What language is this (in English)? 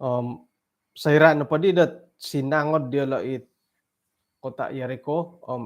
Central Dusun